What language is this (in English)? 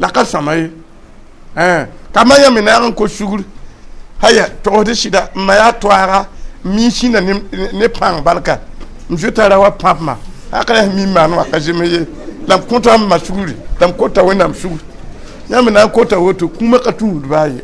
Mossi